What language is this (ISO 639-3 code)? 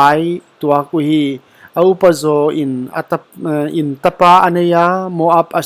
pck